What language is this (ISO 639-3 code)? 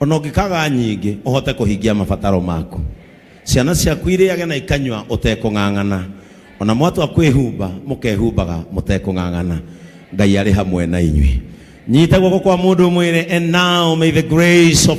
kik